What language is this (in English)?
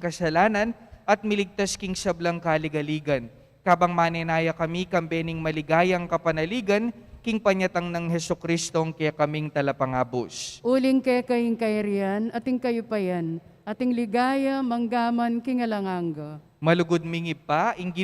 Pampanga